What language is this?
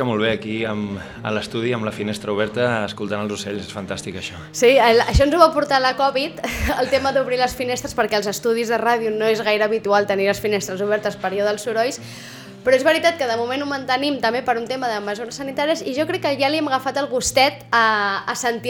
Catalan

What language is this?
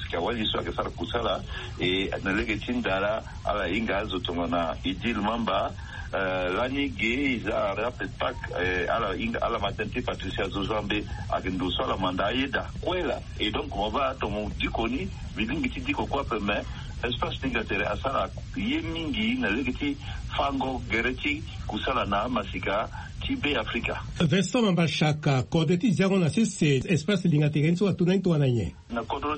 Sango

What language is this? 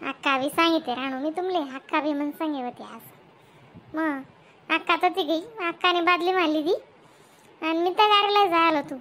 Khandesi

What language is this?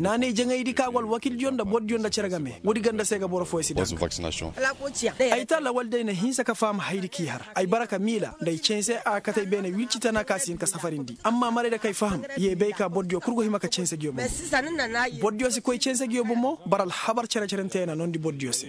Koyraboro Senni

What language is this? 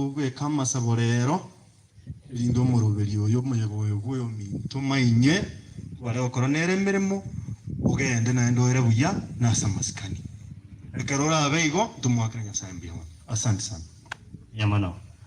Gusii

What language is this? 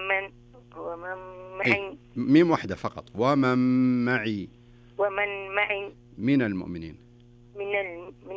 Najdi Arabic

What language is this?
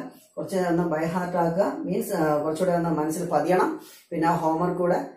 Malayalam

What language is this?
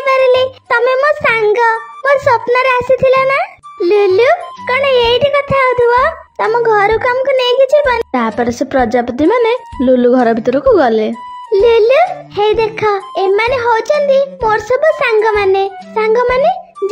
Odia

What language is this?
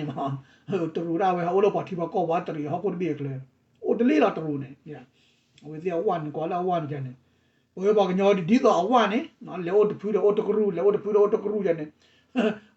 S'gaw Karen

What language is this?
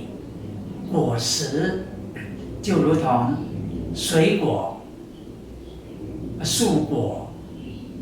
Taroko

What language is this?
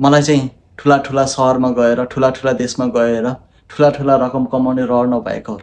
Nepali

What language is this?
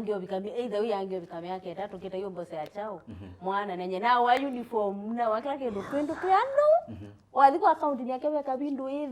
Kamba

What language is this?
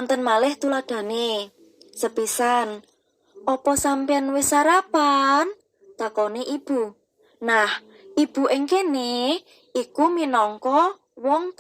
Javanese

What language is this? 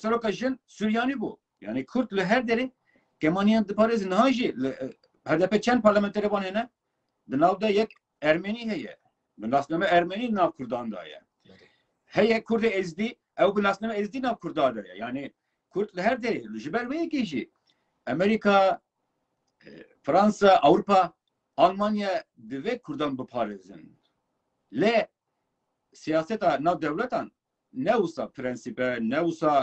Kurdish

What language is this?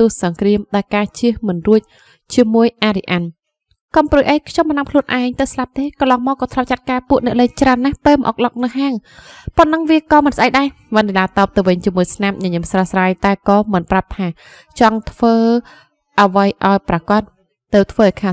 Khmer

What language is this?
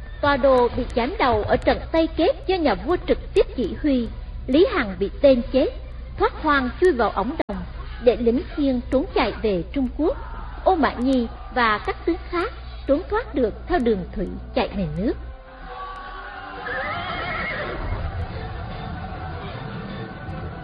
Vietnamese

